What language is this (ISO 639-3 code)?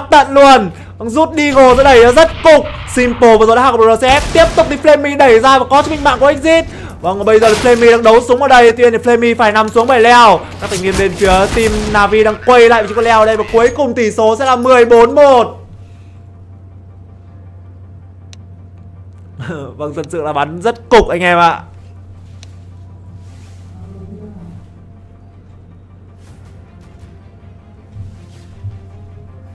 vie